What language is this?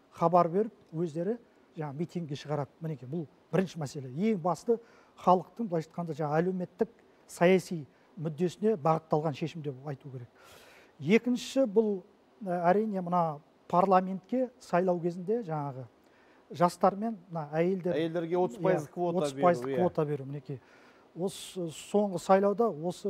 Kazakh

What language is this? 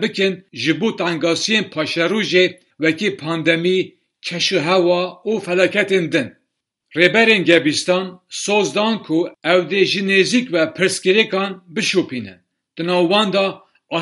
Kurdish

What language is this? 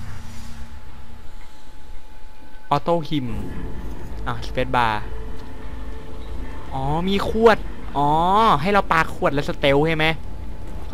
Thai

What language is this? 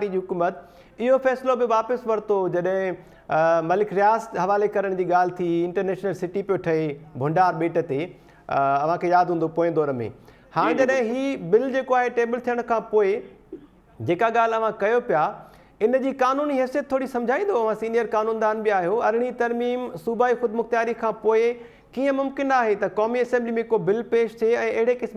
Sindhi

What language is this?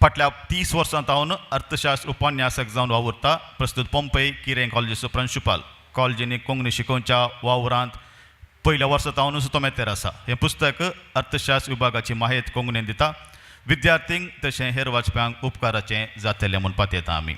Konkani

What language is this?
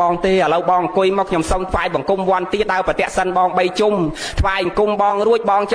Khmer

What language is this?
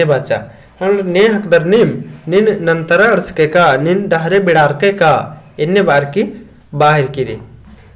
Kurukh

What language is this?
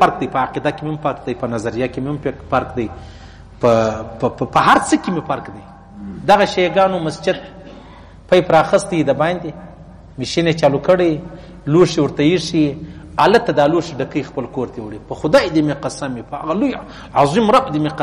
Pashto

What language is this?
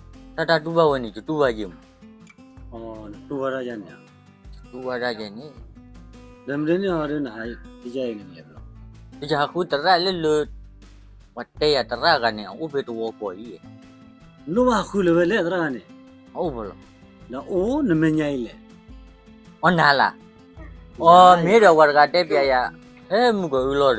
S'gaw Karen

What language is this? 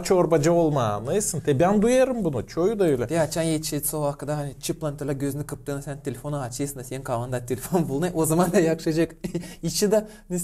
Gagauz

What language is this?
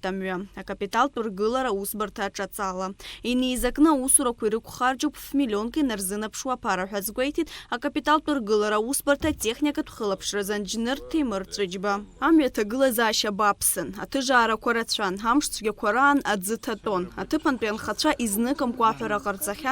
Abkhazian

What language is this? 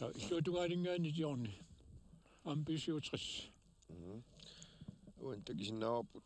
Kalaallisut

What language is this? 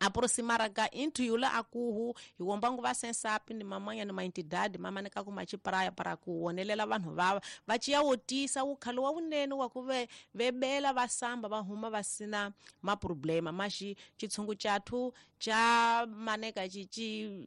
Tsonga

